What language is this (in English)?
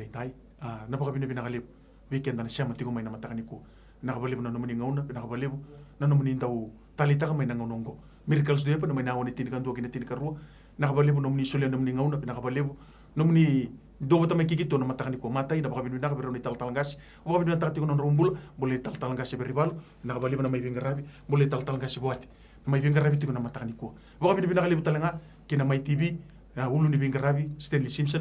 Fijian